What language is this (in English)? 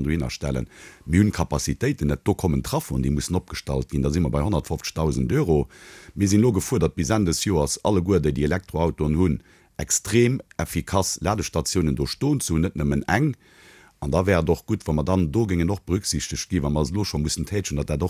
Luxembourgish